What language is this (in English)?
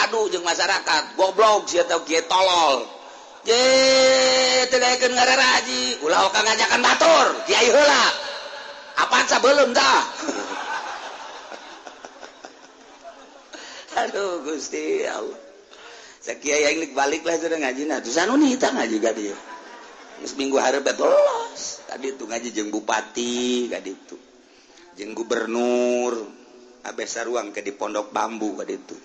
Sundanese